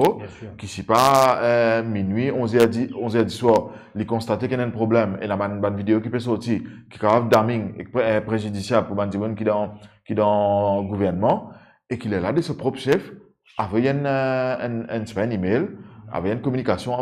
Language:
Morisyen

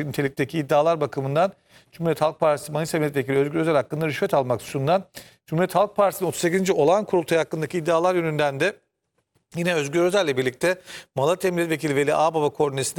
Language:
Turkish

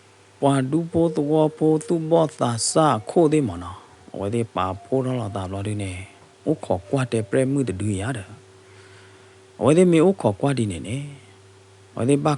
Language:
S'gaw Karen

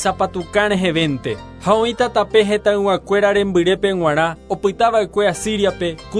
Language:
Guarani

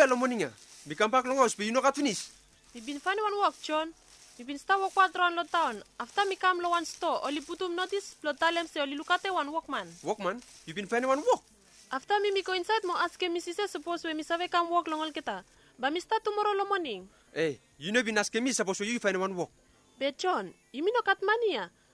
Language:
Bislama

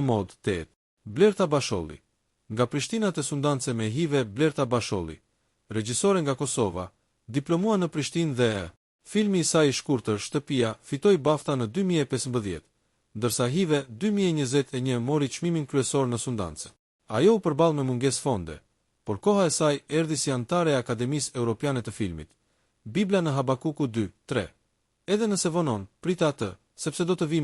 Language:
Albanian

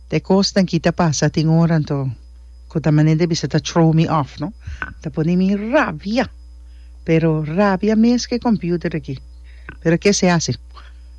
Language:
Papiamento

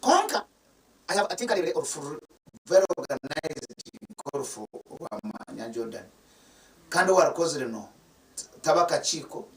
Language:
Nyankole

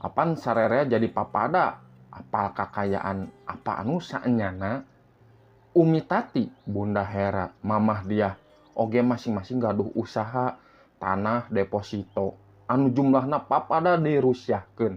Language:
Sundanese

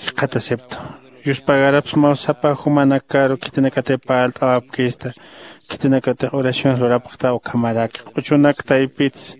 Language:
Aymara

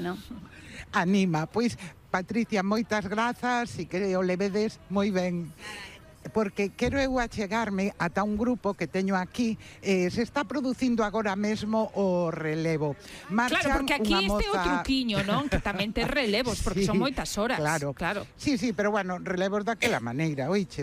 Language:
Galician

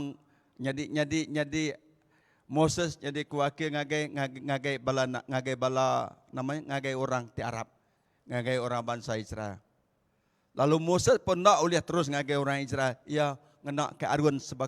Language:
Iban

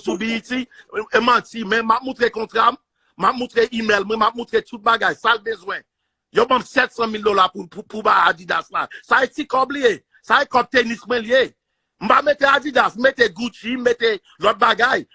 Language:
Haitian Creole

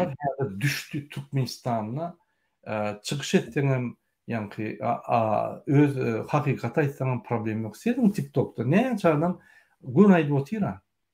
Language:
Turkmen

